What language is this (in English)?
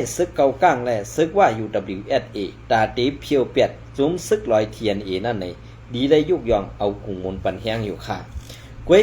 Shan